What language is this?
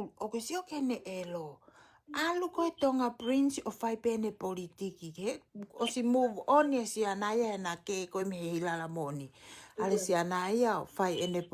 Tongan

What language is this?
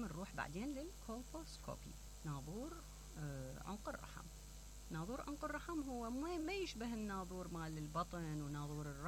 Mesopotamian Arabic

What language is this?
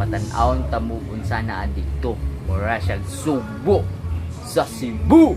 Cebuano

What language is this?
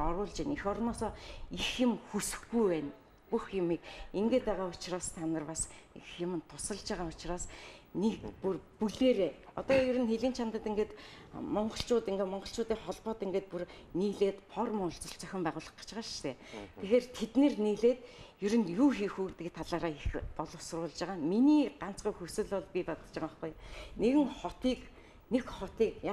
Mongolian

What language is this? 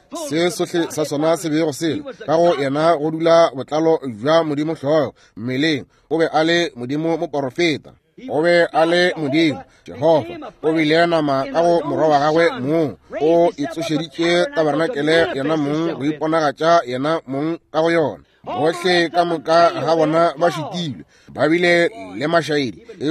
Northern Sotho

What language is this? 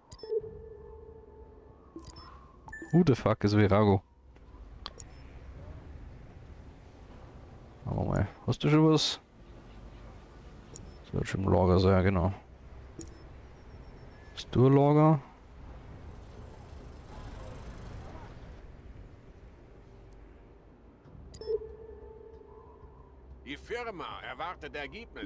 German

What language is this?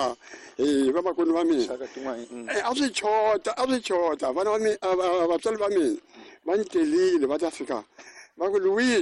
Tsonga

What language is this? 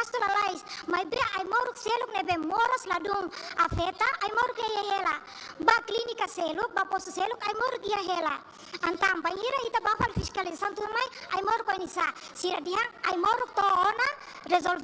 Tetum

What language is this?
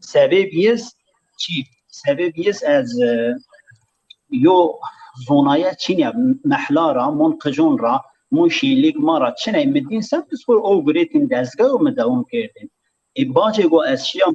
Zaza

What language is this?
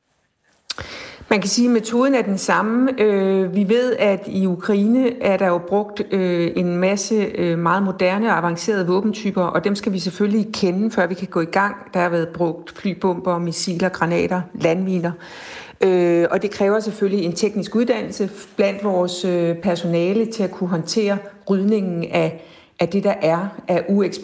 Danish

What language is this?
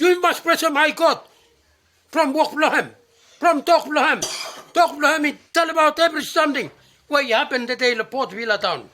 Bislama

